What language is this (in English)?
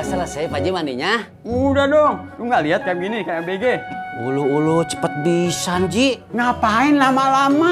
Betawi